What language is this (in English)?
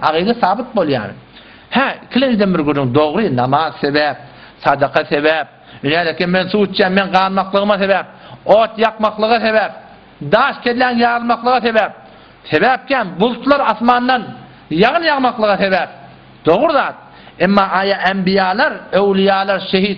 Turkmen